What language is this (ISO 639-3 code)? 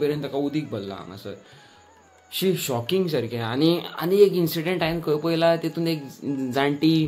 kok